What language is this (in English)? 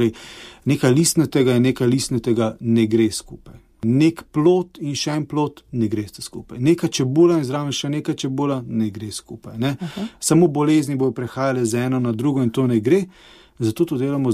Slovenian